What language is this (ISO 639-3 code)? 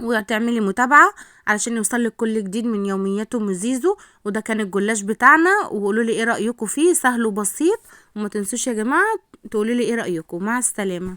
arz